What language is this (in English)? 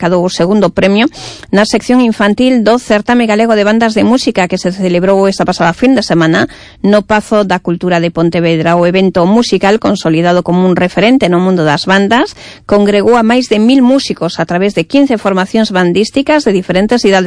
Galician